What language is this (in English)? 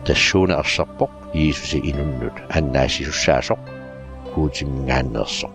Kalaallisut